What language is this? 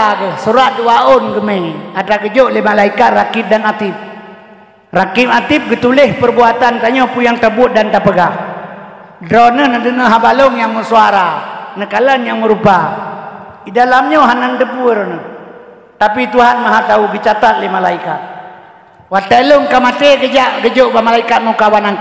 Achinese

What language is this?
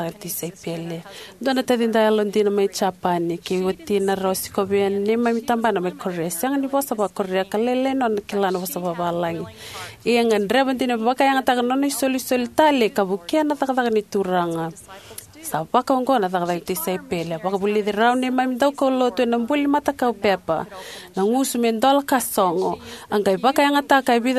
Fijian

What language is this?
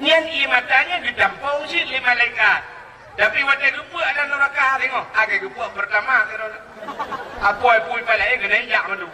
Achinese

